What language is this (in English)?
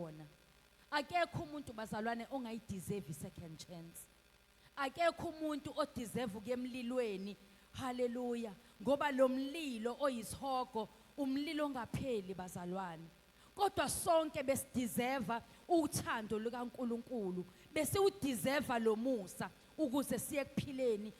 Zulu